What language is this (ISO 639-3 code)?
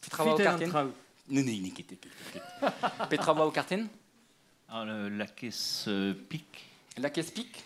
bre